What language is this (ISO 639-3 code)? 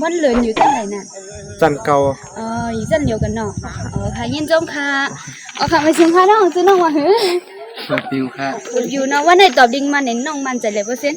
shn